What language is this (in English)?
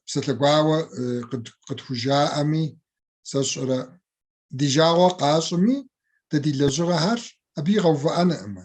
Kabardian